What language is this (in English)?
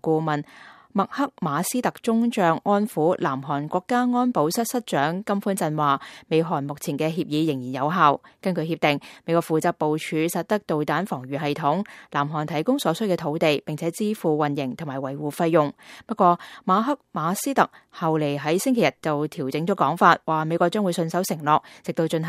Cantonese